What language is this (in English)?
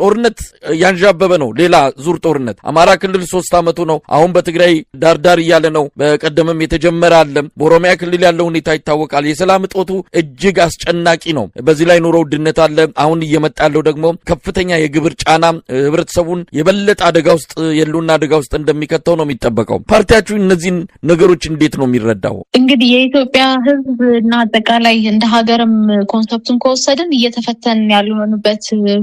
Amharic